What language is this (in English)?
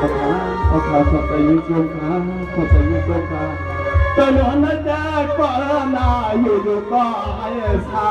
Shan